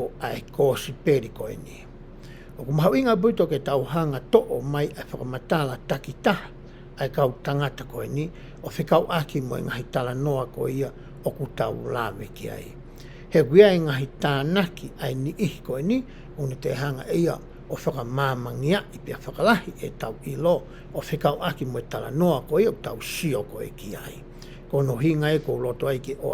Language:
Tongan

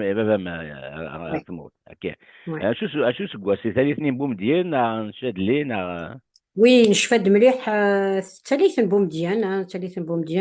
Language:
Kabyle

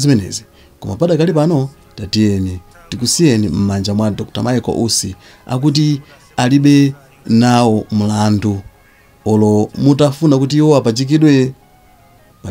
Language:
Nyanja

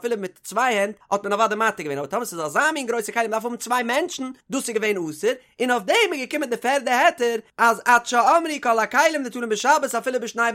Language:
Yiddish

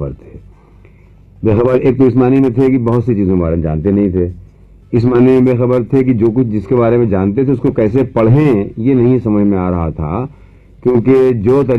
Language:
Urdu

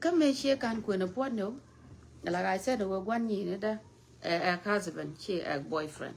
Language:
Nuer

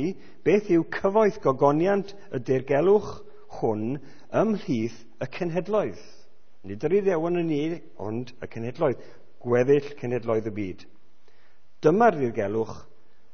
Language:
Welsh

